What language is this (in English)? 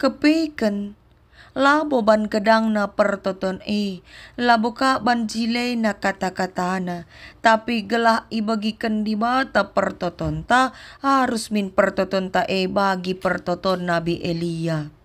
Batak Karo